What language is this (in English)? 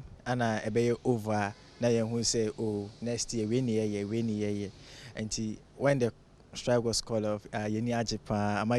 Akan